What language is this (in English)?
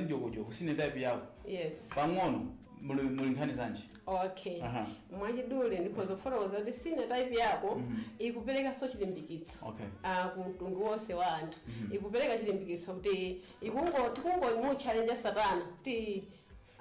Nyanja